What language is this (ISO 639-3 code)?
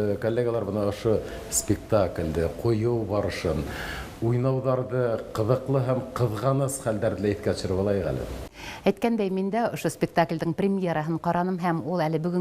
bak